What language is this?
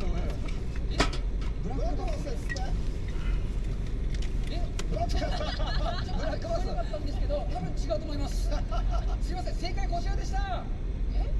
Japanese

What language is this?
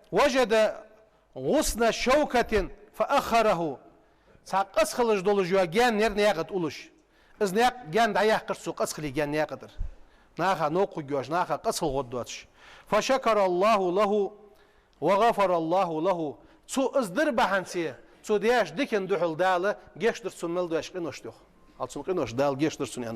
Ingush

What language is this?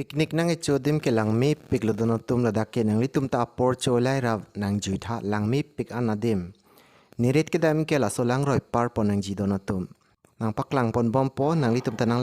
Karbi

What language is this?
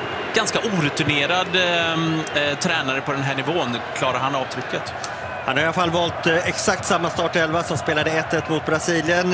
Swedish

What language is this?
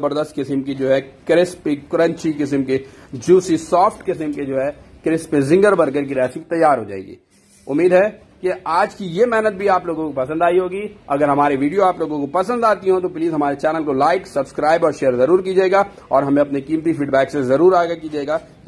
Hindi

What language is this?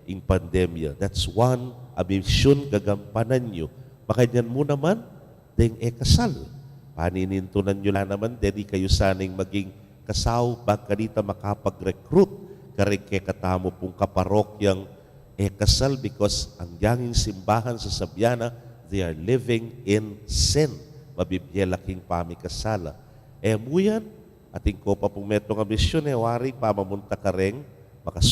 Pampanga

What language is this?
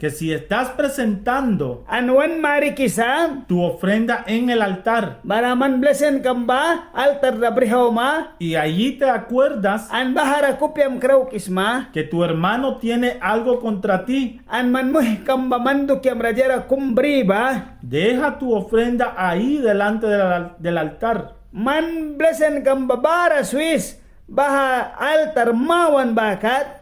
Mískito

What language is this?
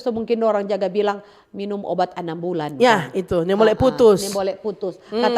Manado Malay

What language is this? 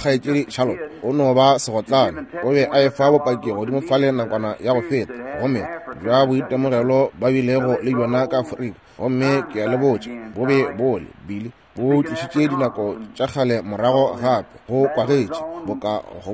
Northern Sotho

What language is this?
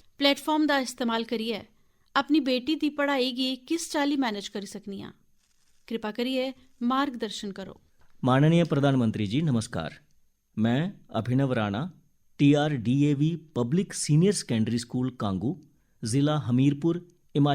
Dogri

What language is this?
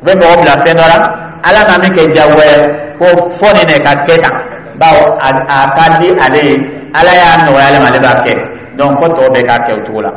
Dyula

